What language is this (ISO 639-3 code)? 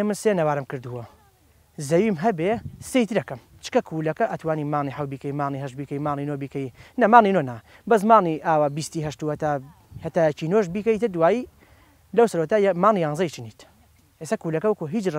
ckb